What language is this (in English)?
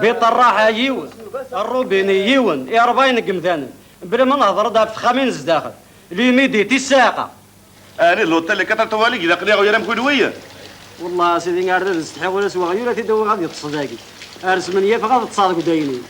Kabyle